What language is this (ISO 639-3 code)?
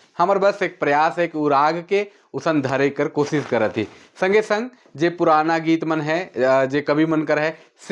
sck